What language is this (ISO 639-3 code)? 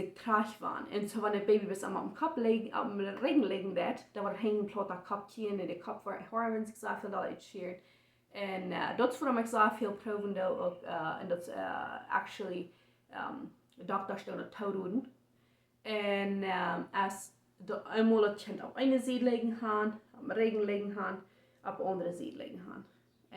pdt